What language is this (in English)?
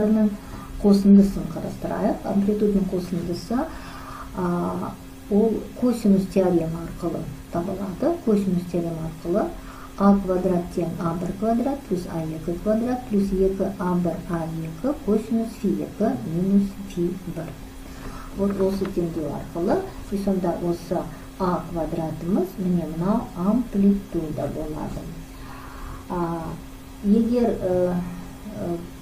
Kazakh